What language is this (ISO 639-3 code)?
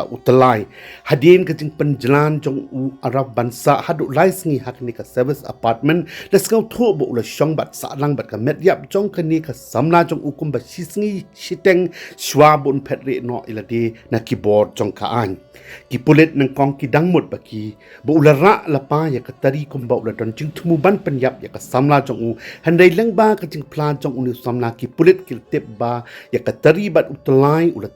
kha